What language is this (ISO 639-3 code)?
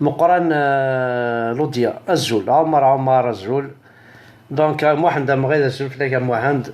kab